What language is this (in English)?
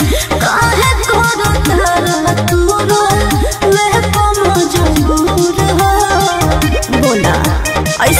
Bhojpuri